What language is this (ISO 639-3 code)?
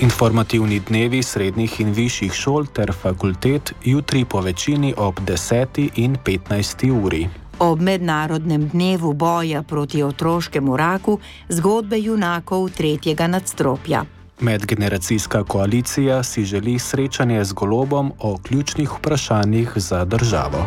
slv